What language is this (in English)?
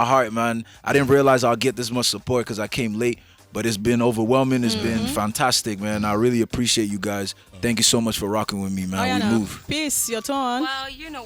Nigerian Pidgin